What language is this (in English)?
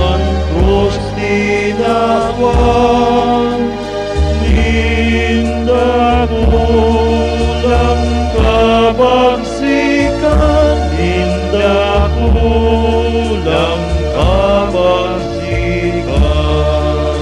Bikol